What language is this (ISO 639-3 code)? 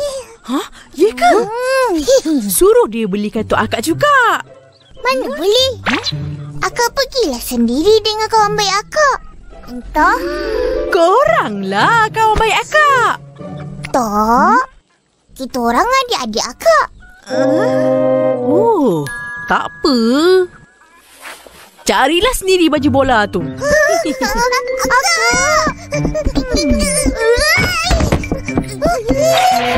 msa